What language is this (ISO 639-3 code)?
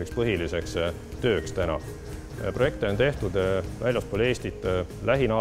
est